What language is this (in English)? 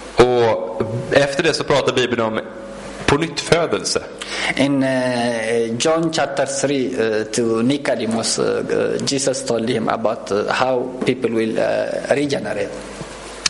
Swedish